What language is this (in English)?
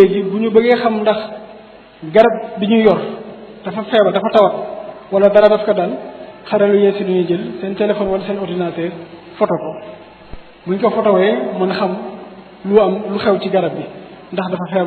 Wolof